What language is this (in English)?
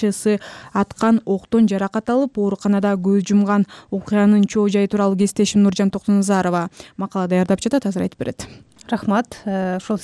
Kyrgyz